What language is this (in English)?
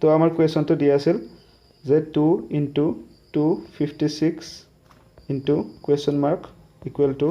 Assamese